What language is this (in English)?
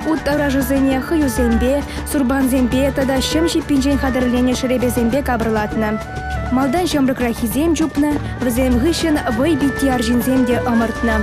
Chuvash